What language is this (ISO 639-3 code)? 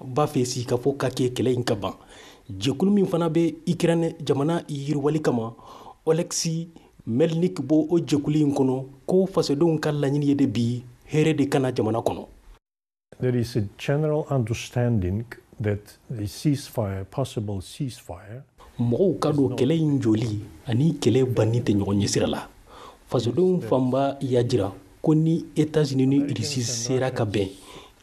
bam